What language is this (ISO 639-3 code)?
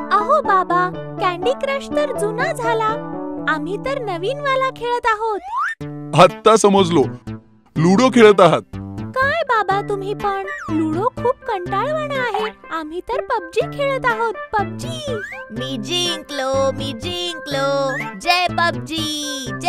mar